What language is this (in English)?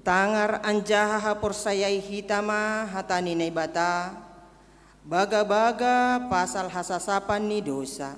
Batak Simalungun